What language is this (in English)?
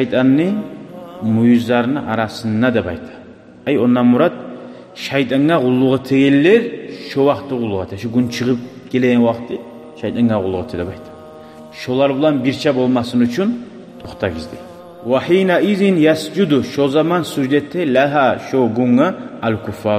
Kumyk